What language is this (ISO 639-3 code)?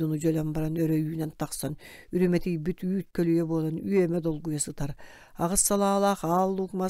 sah